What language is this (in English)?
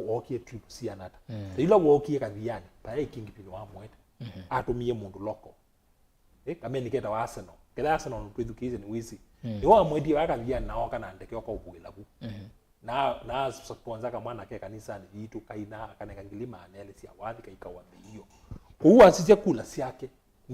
Kamba